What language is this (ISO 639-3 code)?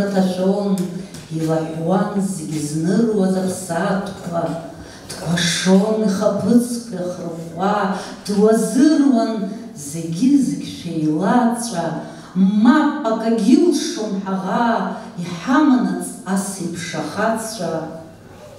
abk